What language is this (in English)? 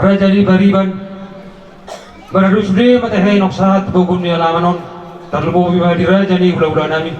Batak Toba